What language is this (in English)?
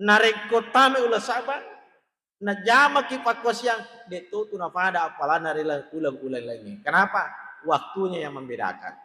Buginese